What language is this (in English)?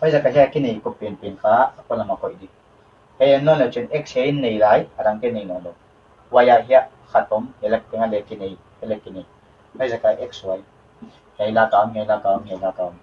Paite Chin